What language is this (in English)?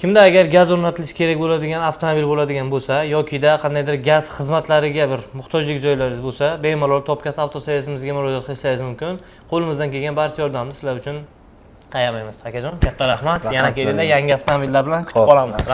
Uzbek